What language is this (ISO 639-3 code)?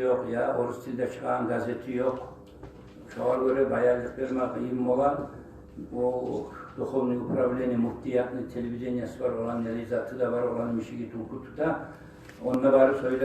kum